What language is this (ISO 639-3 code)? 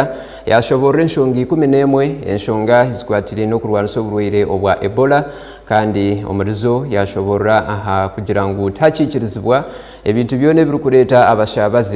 nyn